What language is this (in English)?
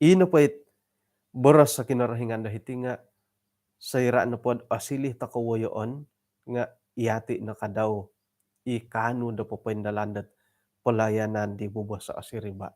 Central Dusun